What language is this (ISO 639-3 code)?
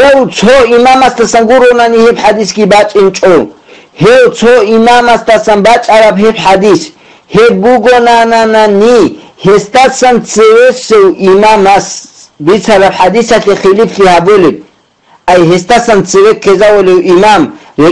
ava